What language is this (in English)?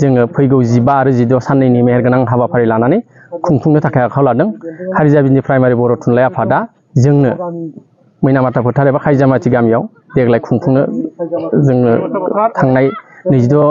Bodo